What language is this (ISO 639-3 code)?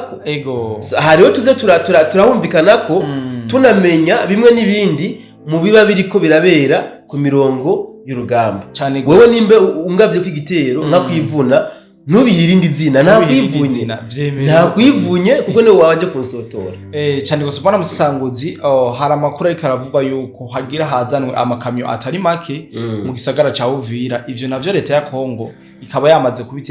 run